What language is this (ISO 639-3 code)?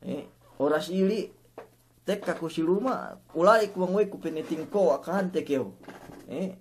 yka